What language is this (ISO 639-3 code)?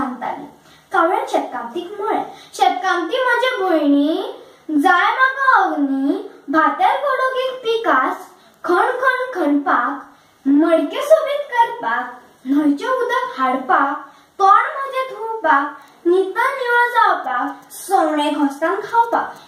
kok